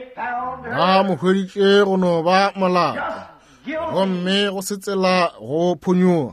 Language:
Northern Sotho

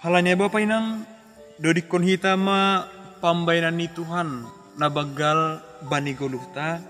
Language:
Batak Simalungun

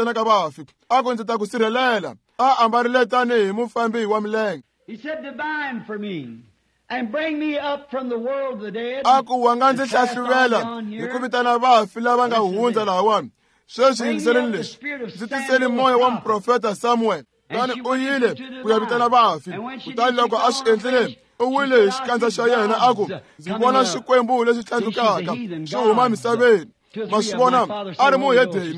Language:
Tsonga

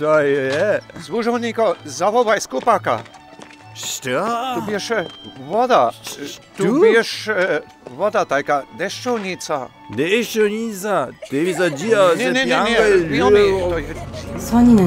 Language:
Upper Sorbian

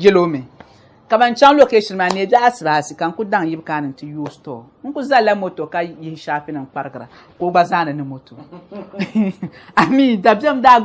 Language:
Dagbani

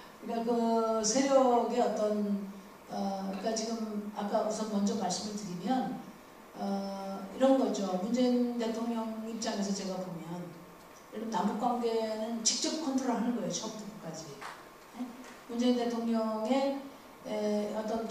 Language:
Korean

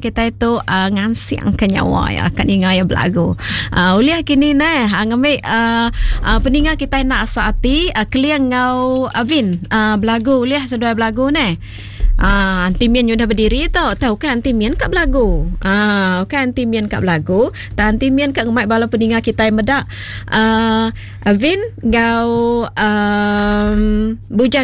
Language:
Iban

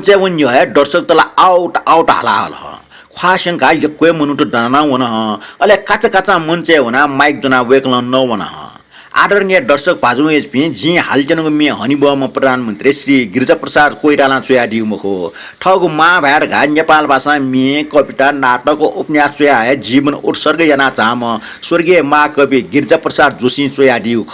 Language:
Newari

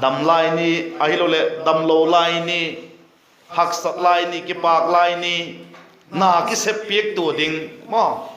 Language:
Vaiphei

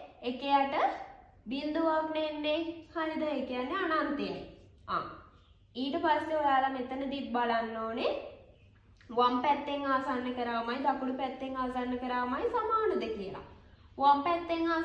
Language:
Sinhala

